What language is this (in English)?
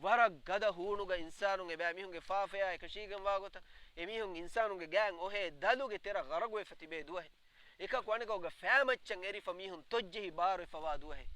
Divehi